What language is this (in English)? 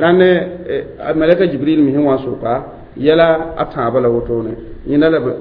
Mossi